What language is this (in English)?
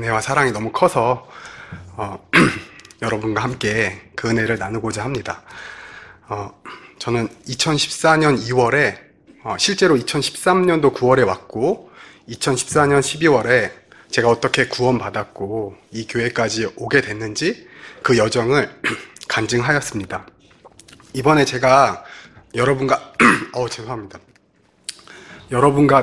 Korean